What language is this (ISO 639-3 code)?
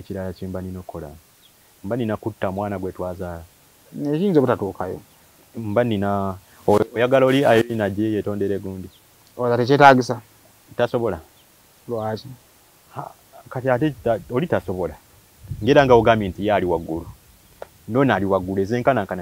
lug